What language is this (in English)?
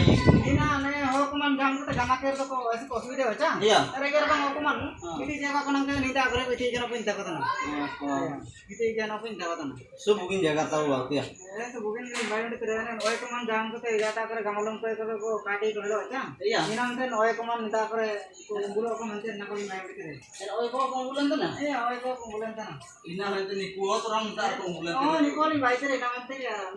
Ho